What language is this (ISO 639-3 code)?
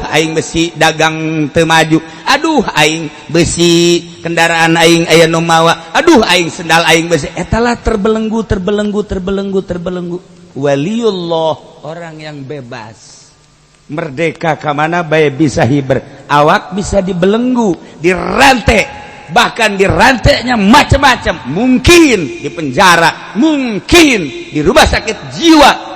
sun